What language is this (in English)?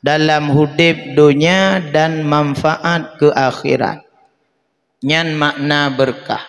Achinese